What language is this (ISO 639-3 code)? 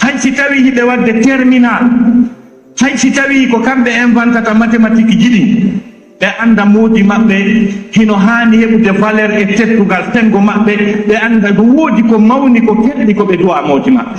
ful